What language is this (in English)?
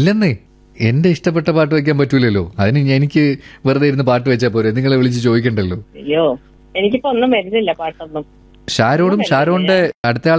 Malayalam